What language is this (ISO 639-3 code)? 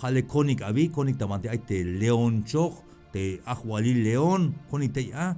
tzh